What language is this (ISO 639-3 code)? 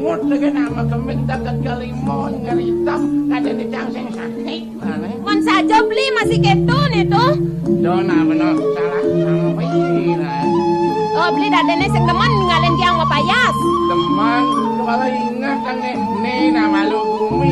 ban